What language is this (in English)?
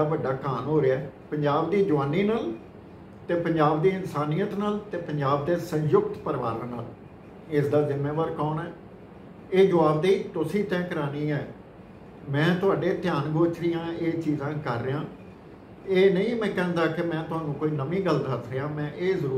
Punjabi